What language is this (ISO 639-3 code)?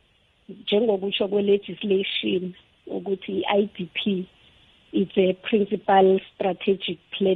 nbl